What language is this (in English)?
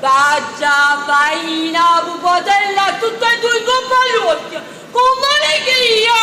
Neapolitan